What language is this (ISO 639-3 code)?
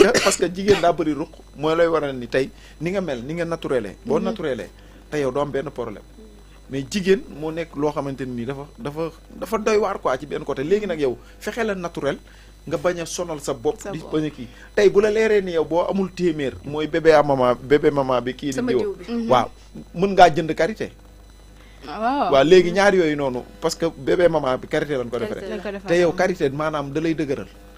wol